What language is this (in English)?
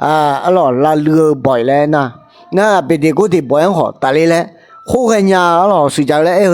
Akha